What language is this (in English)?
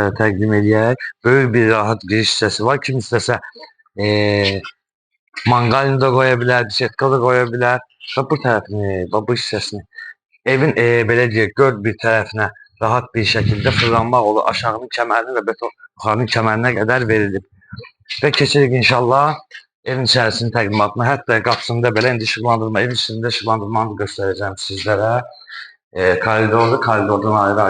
Azerbaijani